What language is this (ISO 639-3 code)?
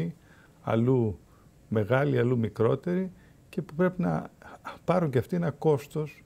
ell